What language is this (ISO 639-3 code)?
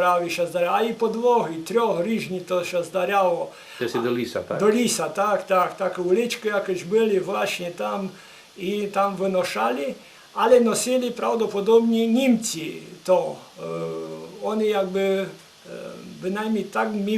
rue